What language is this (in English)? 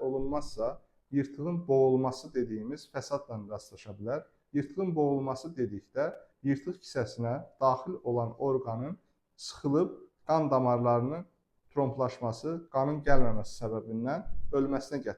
Azerbaijani